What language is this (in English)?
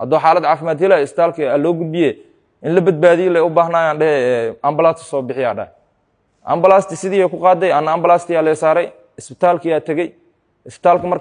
Somali